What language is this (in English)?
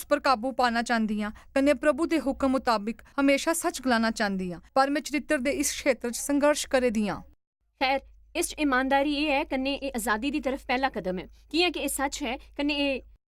Dogri